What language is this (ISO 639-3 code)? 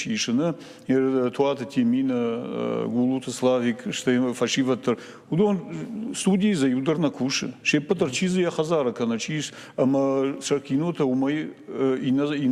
oss